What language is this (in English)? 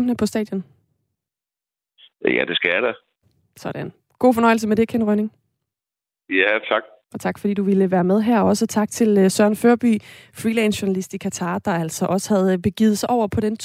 Danish